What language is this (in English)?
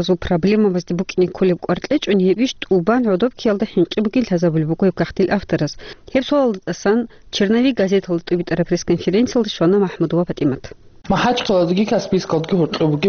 Avaric